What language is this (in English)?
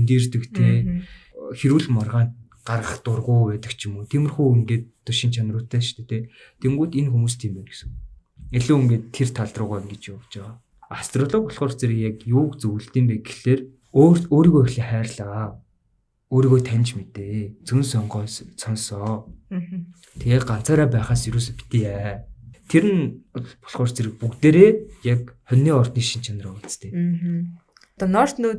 Mongolian